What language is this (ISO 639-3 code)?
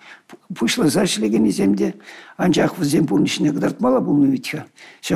chv